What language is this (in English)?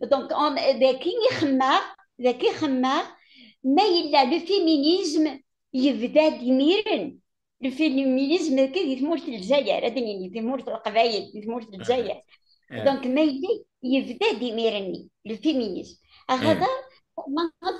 Kabyle